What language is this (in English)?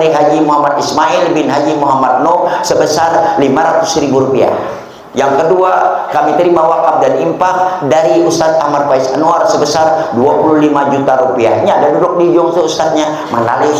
Banjar